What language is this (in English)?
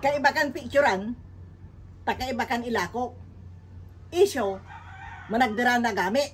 Pangasinan